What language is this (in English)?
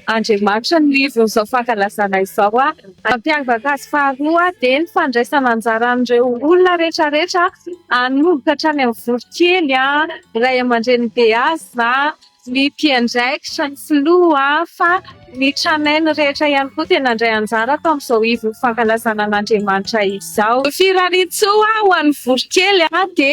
Malagasy